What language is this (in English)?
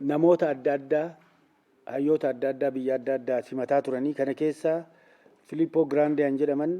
Oromo